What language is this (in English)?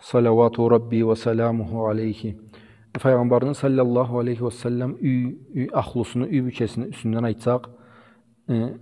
Karachay-Balkar